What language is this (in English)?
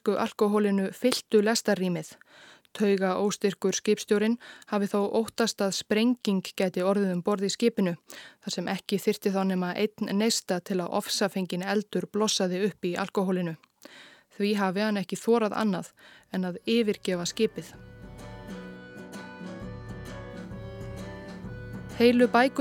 Icelandic